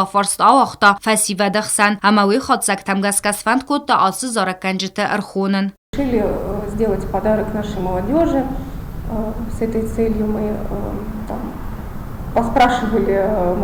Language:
Ossetic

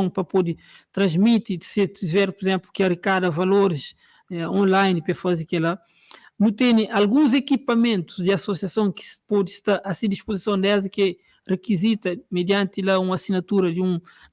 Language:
Kabuverdianu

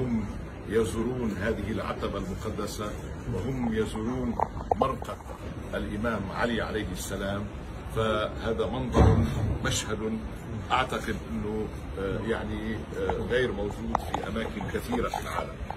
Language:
Arabic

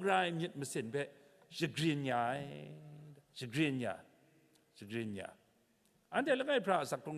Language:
Kachin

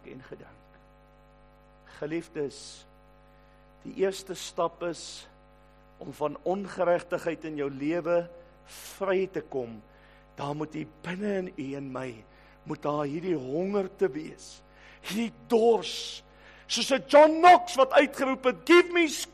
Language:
Afrikaans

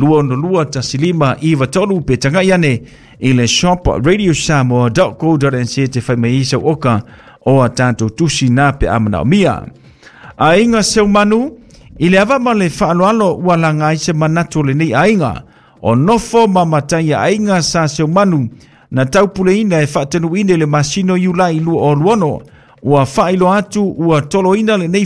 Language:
Samoan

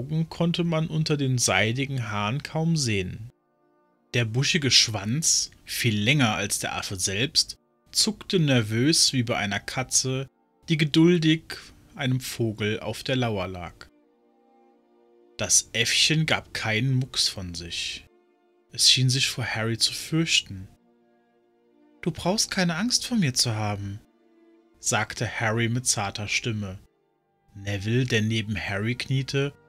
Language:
German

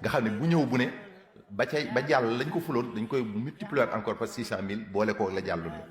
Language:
Wolof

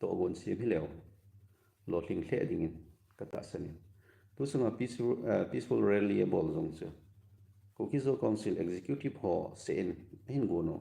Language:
Thado Chin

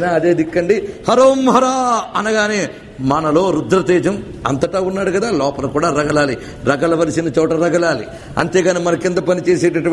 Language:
Telugu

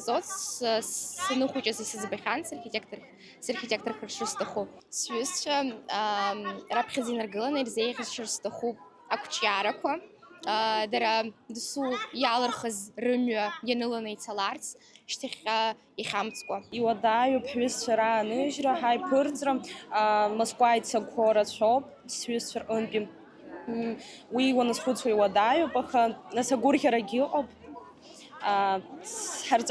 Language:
Abkhazian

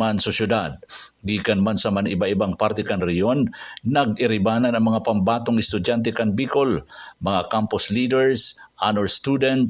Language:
Bikol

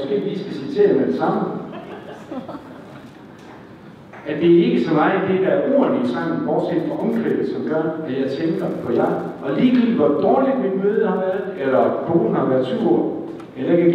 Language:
Danish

